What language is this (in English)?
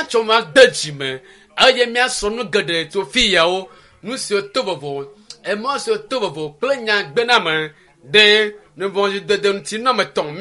Ewe